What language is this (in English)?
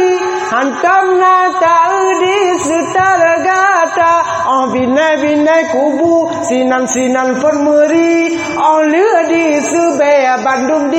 Achinese